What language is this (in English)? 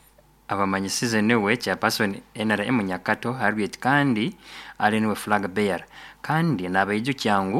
Nyoro